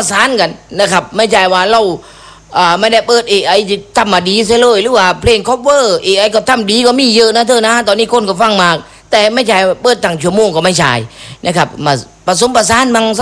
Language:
Thai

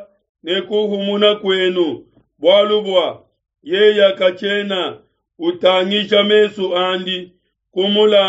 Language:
Luba-Lulua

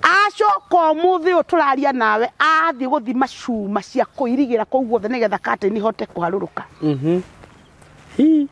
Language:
Kikuyu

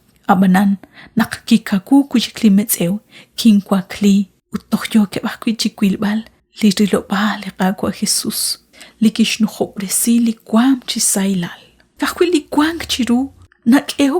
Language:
Kekchí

